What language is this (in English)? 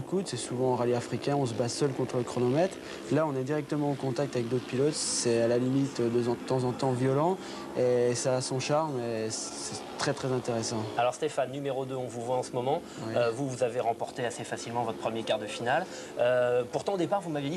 French